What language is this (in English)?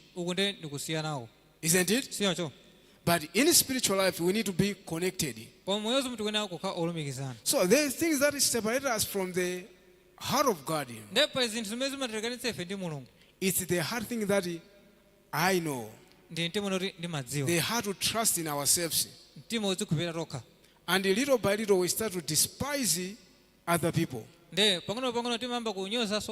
Nyanja